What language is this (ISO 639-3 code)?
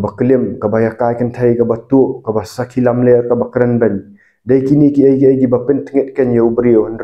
kha